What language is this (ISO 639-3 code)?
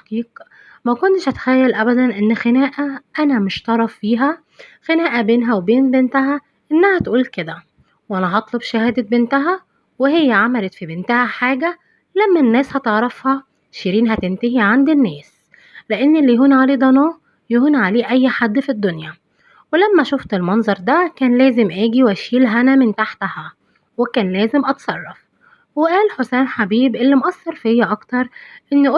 arz